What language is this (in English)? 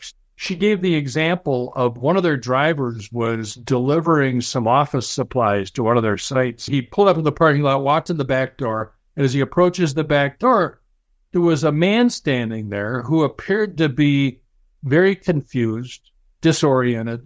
English